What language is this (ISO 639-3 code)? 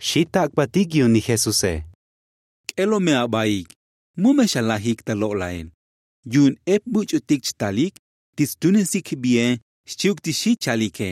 tzo